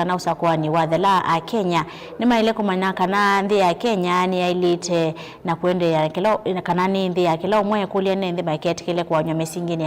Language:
Kamba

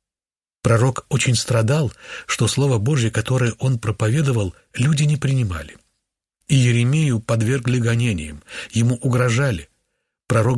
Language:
Russian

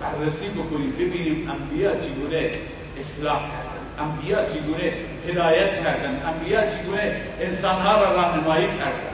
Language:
Persian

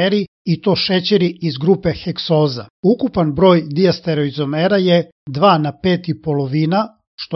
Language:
Serbian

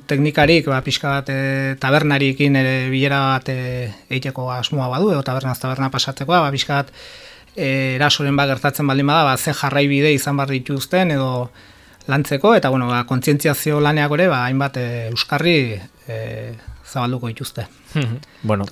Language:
Basque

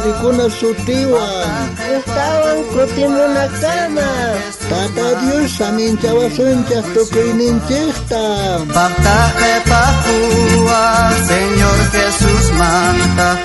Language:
South Bolivian Quechua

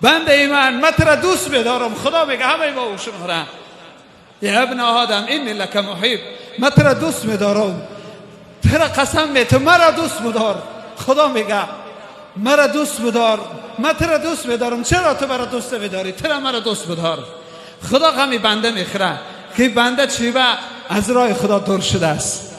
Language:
Tajik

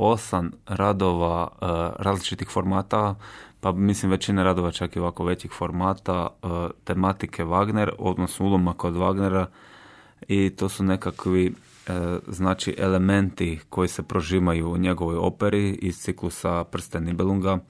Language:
Croatian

